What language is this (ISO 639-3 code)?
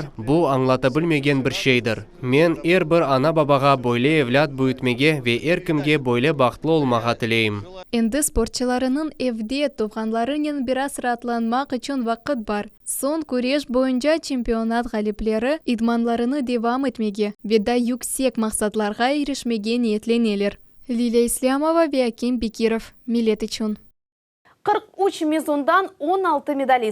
crh